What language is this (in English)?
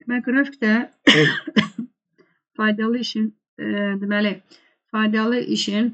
Azerbaijani